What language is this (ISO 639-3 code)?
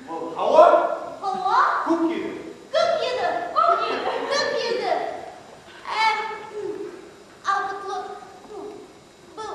bak